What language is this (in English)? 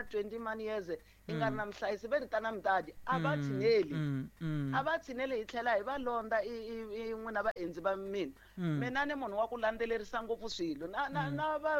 Tsonga